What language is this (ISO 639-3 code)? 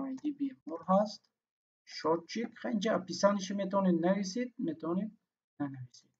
tgk